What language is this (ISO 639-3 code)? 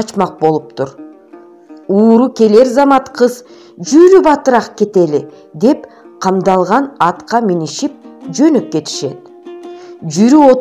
kir